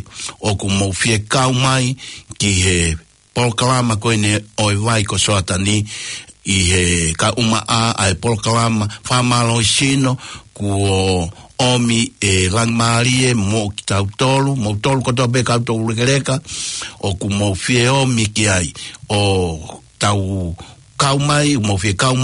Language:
Tongan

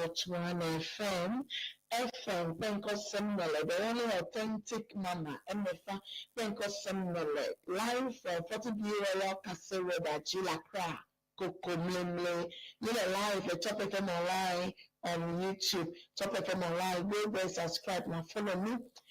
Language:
Ewe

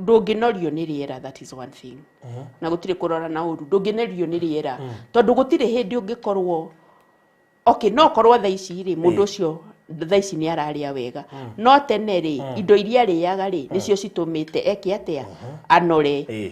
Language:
Kikuyu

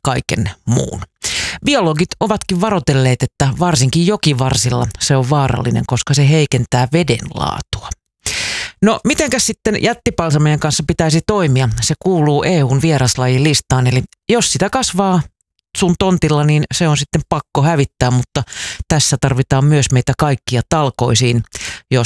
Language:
Finnish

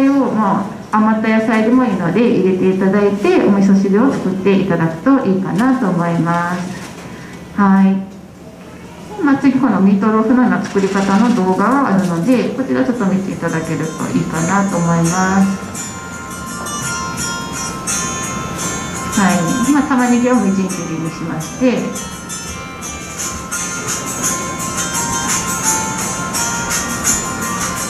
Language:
Japanese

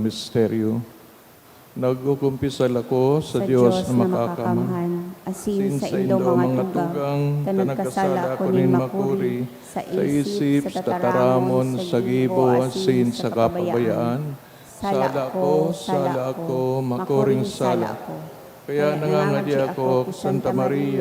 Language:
Bikol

